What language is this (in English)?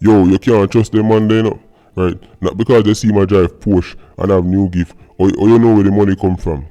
Jamaican Creole English